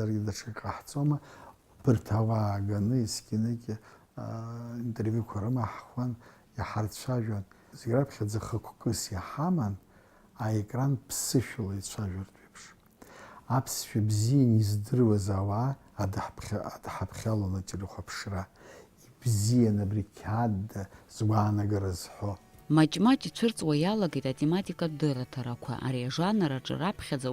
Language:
Abkhazian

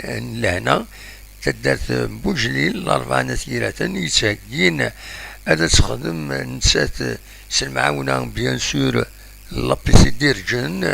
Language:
Kabyle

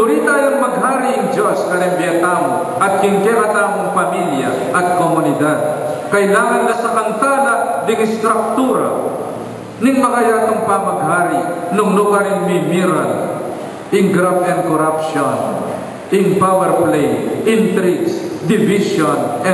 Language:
Pampanga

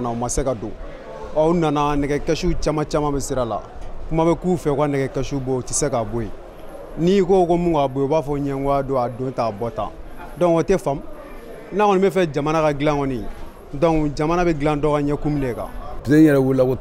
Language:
Bambara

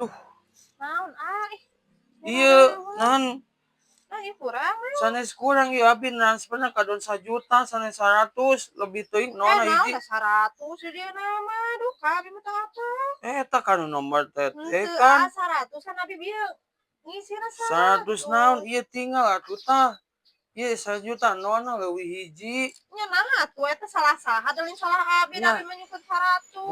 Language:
Sundanese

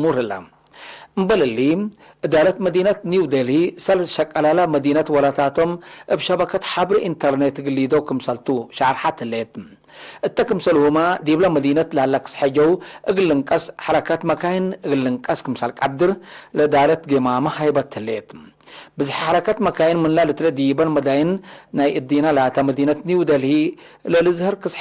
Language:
Tigre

